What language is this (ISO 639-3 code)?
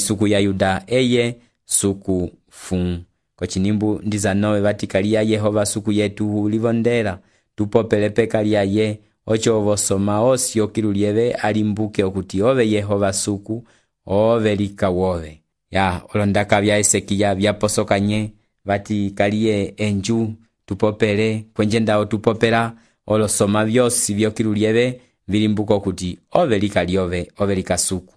umb